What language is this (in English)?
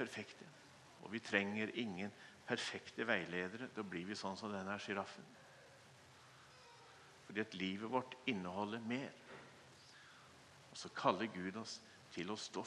Norwegian